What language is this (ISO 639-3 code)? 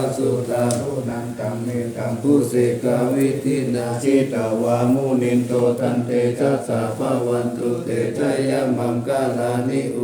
pli